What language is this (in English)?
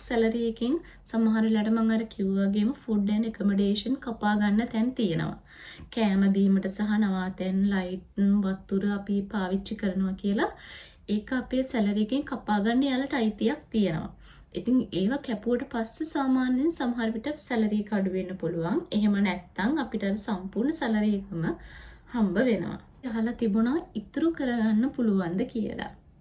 Sinhala